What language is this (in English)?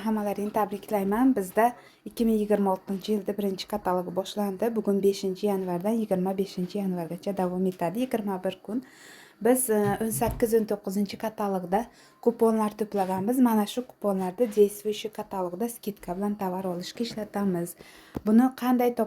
Uzbek